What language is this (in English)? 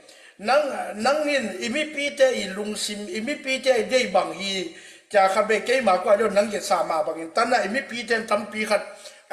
Tedim Chin